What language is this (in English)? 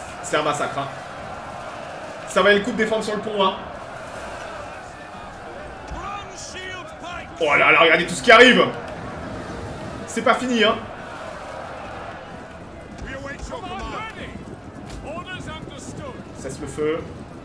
French